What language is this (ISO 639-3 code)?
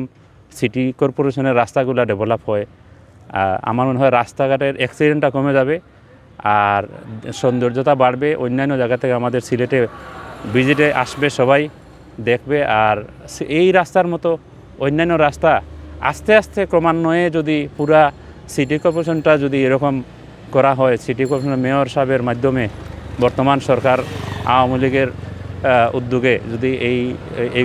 syl